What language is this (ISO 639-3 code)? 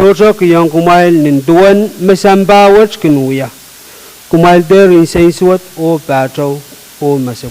pon